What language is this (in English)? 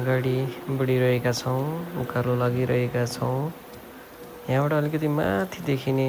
Nepali